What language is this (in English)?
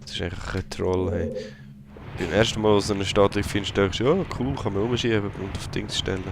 Swiss German